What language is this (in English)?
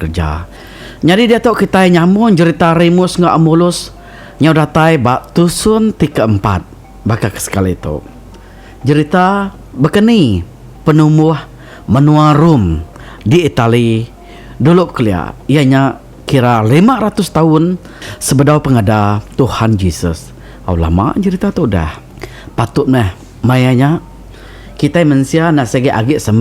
Iban